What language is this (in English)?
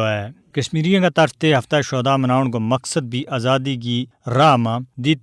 Gujari